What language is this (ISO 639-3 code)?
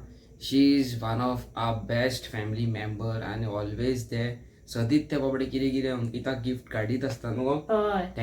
kok